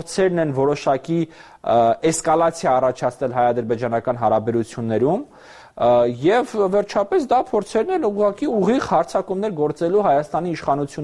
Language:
Armenian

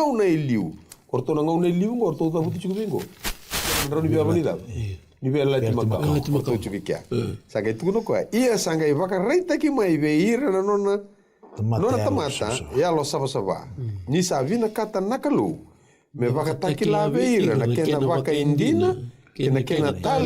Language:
Fijian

